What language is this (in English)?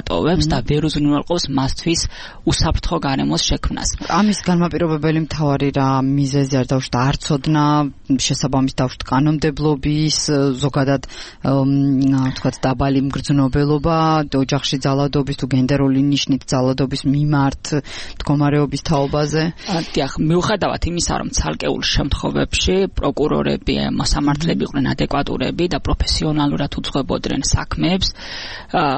Georgian